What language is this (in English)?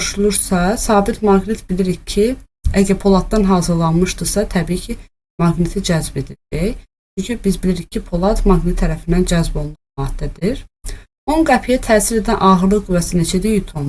Azerbaijani